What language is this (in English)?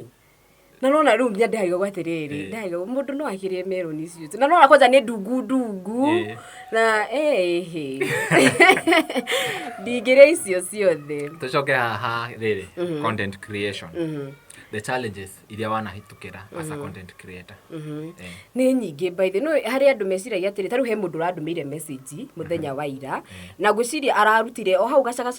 Kikuyu